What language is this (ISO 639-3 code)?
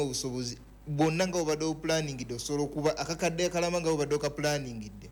lug